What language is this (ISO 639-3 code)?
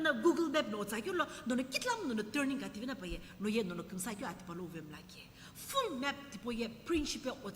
nsm